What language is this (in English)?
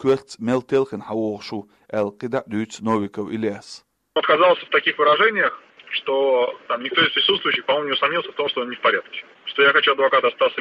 Chechen